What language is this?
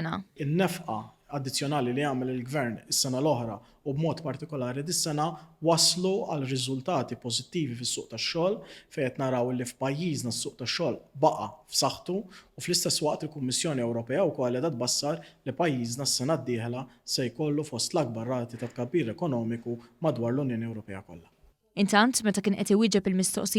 Maltese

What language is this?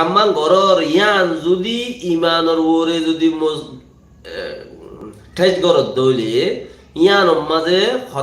Rohingya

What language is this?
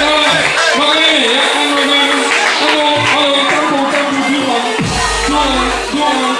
Limburgish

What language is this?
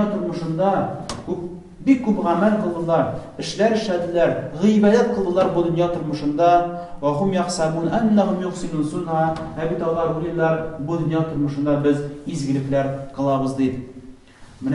Tatar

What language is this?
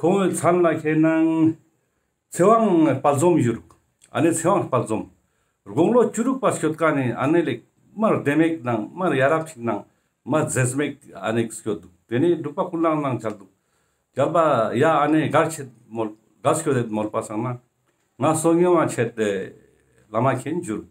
Ladakhi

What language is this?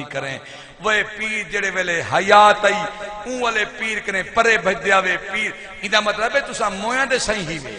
Saraiki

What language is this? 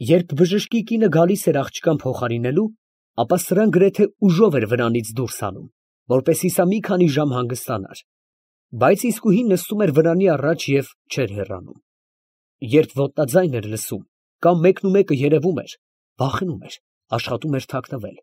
Armenian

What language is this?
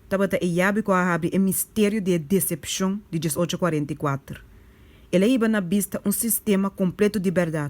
Papiamento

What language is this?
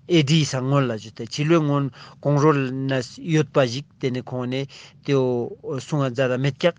Ladakhi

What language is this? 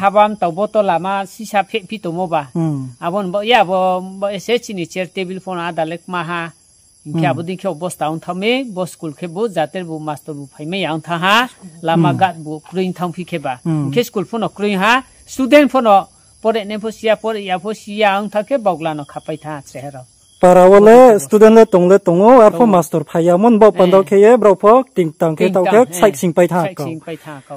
Riang (India)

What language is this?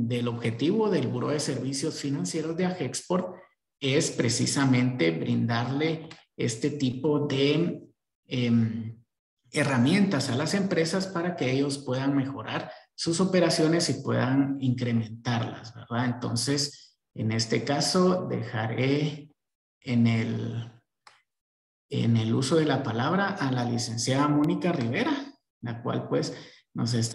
Spanish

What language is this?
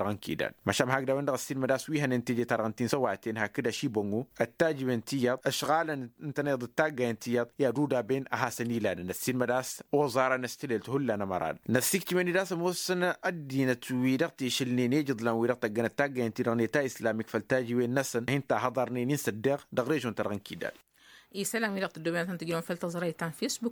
Tamasheq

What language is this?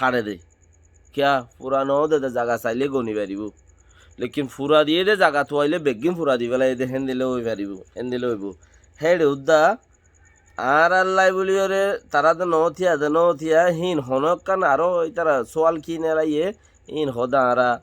Rohingya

